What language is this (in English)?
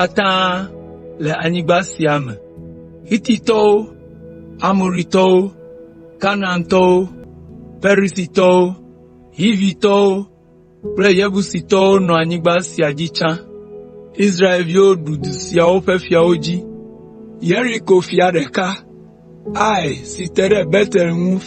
Ewe